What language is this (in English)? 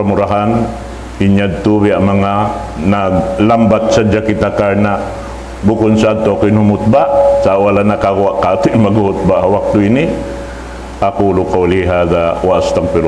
Tausug